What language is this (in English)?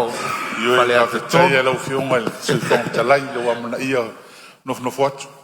Samoan